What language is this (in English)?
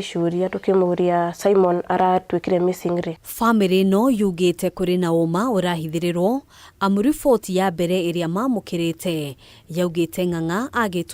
Kikuyu